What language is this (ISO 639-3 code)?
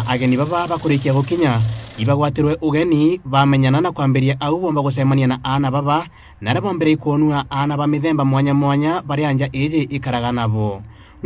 mer